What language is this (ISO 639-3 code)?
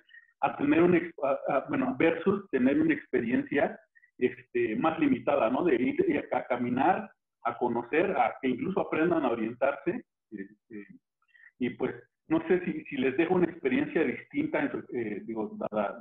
spa